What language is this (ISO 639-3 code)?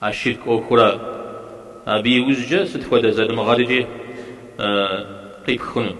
kbd